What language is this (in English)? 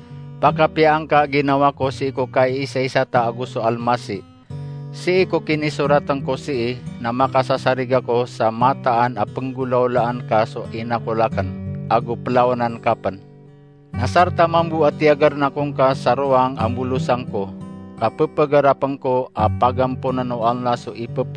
Maranao